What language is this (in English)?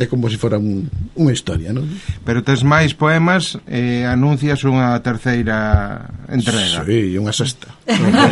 Galician